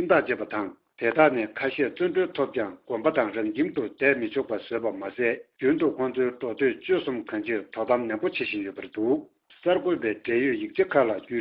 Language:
Tibetan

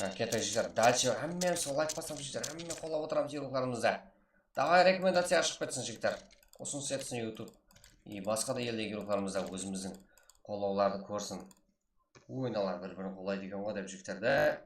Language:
Kara-Kalpak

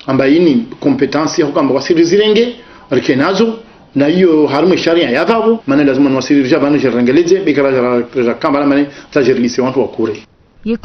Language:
Ngazidja Comorian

